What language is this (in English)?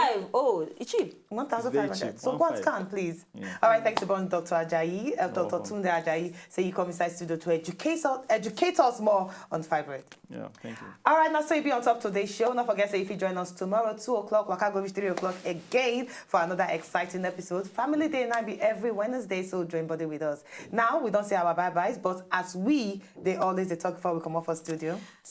Nigerian Pidgin